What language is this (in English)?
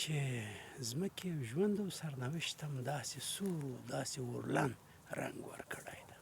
Pashto